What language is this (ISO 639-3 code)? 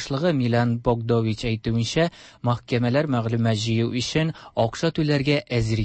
tat